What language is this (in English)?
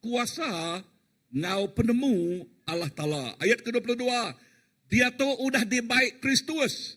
Iban